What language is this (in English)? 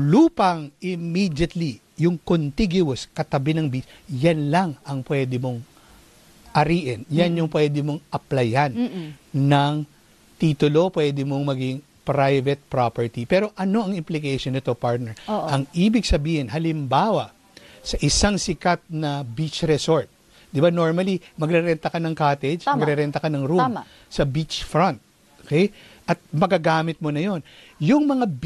Filipino